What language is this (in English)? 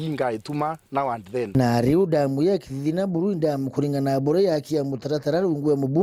Meru